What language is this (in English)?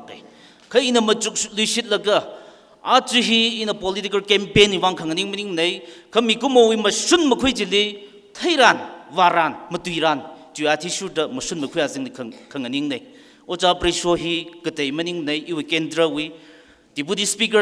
Tangkhul Naga (India)